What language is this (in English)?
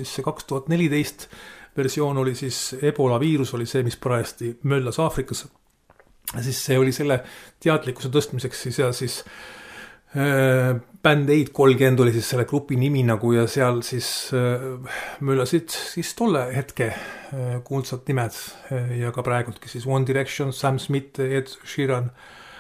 Estonian